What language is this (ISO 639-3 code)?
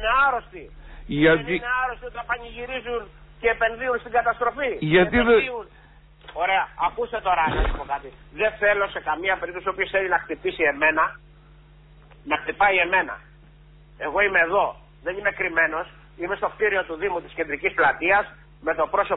ell